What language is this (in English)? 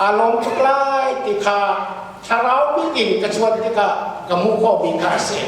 Hakha Chin